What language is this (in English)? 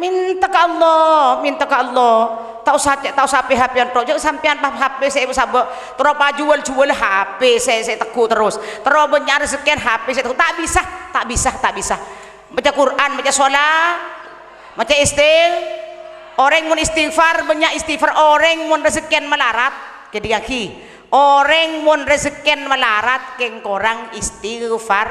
Madurese